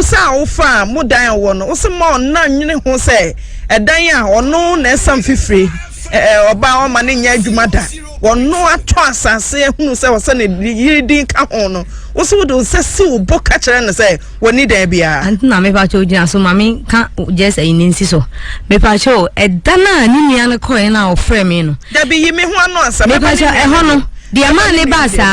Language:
Akan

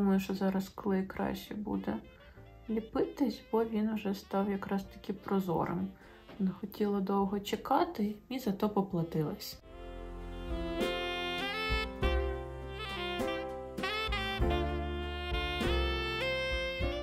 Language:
Ukrainian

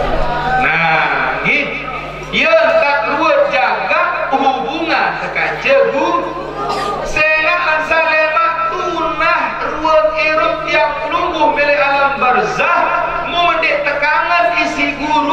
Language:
Malay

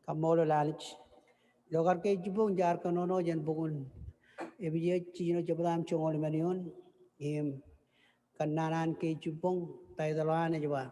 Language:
Marshallese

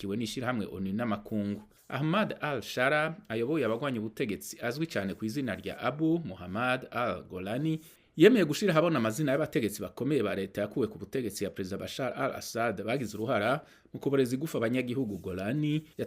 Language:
Rundi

